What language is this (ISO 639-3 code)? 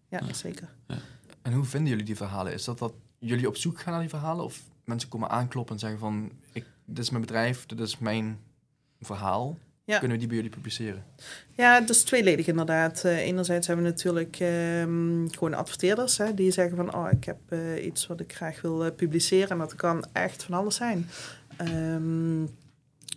nld